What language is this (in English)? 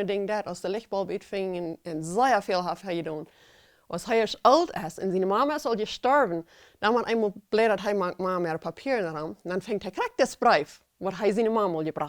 Plautdietsch